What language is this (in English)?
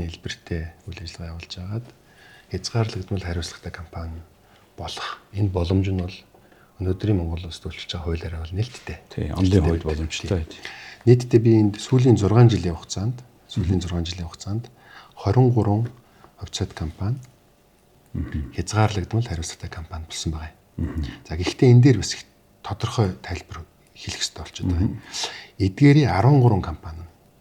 Mongolian